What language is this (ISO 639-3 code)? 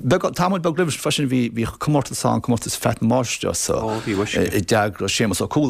gle